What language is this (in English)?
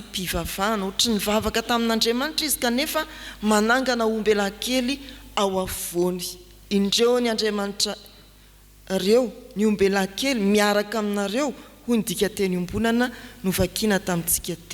Malagasy